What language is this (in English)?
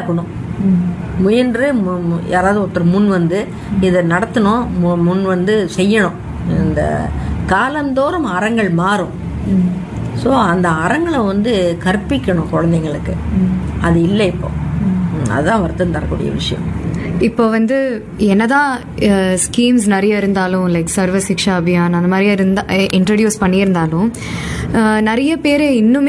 Tamil